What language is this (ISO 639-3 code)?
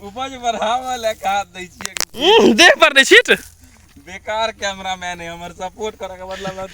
mai